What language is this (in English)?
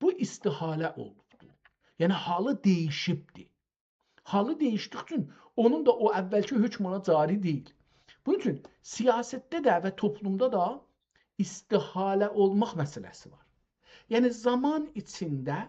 South Azerbaijani